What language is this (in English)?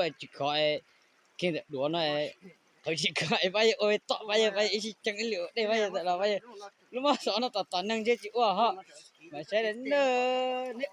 Hmong